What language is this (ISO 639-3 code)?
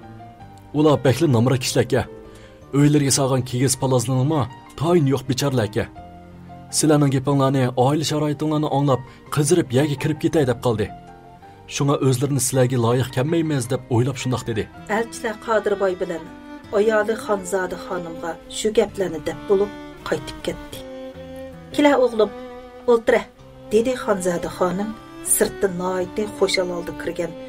uig